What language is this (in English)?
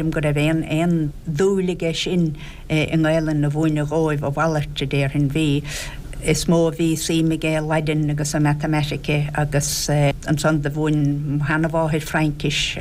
Irish